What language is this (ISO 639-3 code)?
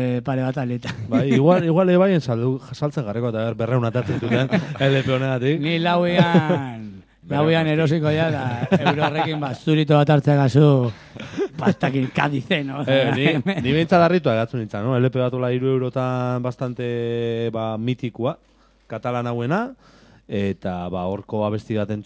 eus